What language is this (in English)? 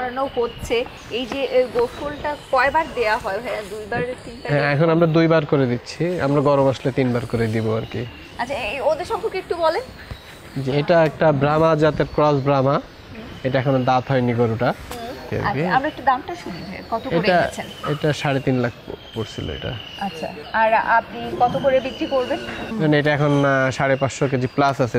Bangla